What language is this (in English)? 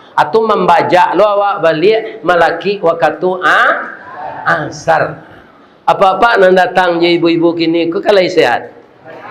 Minangkabau